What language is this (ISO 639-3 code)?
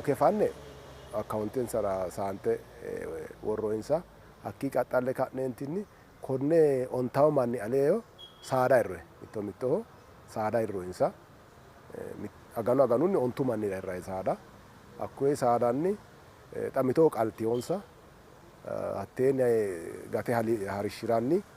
sid